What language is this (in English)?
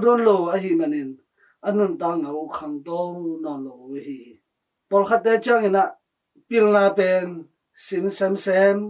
Tedim Chin